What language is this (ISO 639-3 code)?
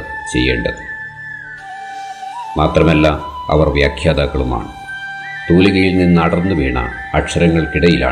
mal